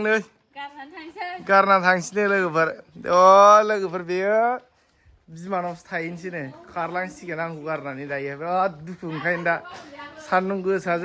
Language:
Bodo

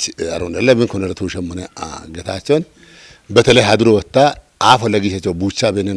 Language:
Kafa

